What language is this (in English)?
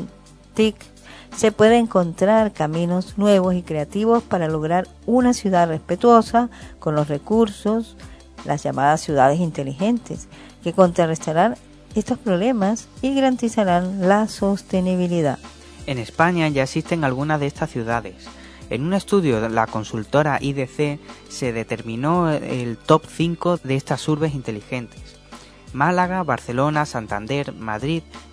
Spanish